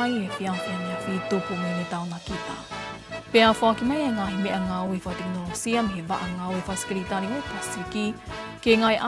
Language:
Tongan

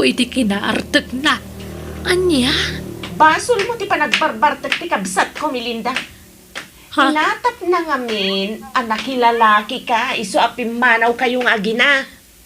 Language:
Iloko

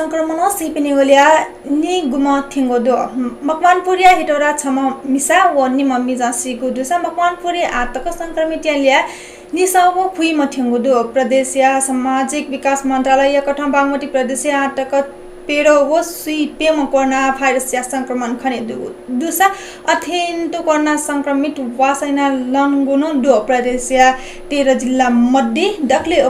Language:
Newari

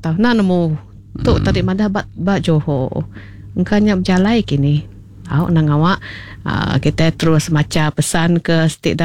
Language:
Iban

